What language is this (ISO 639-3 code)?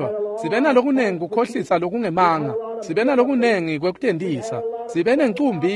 ssw